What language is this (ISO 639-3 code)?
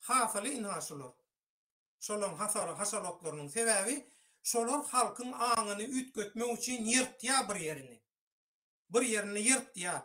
tuk